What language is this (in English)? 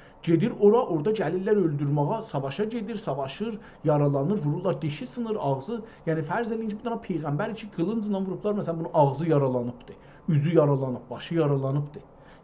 South Azerbaijani